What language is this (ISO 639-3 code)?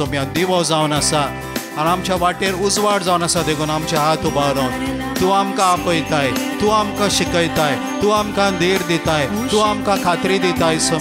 kok